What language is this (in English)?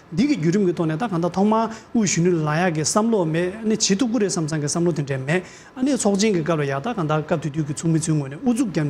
Tibetan